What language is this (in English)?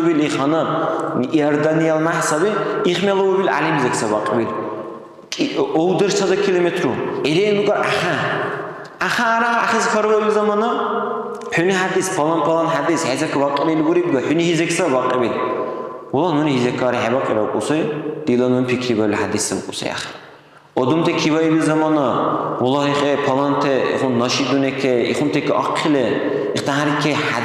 Dargwa